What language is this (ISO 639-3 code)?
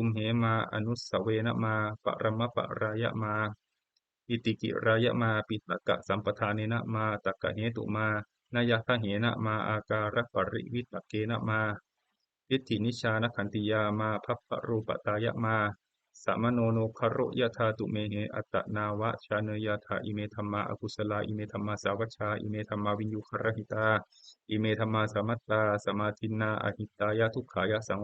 pli